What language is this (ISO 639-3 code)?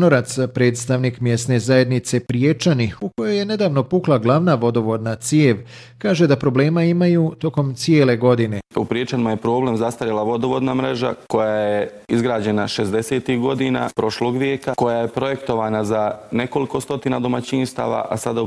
bos